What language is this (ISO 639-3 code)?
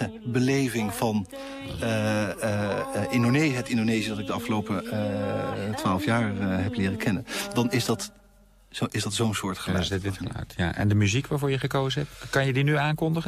nld